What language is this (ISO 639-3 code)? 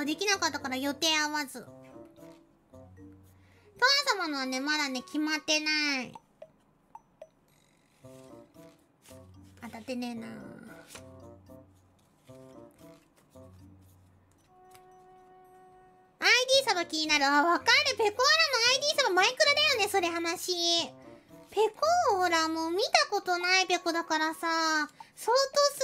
jpn